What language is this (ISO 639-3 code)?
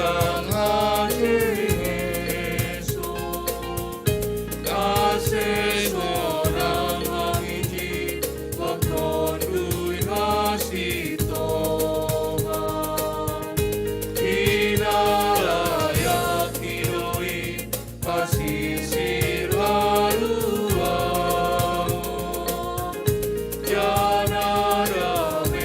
bts